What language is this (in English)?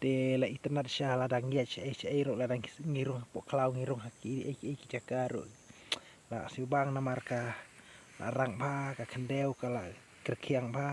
Khasi